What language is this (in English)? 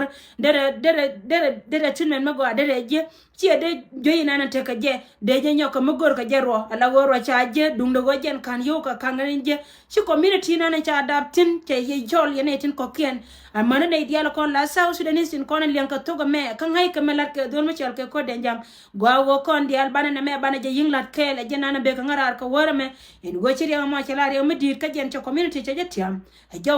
Nuer